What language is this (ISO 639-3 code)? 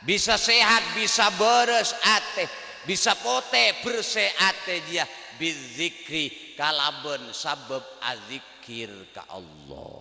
mad